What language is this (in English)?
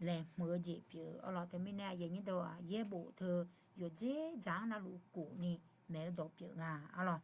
Akha